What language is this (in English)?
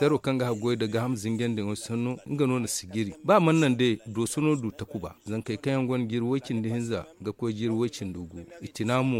Zarma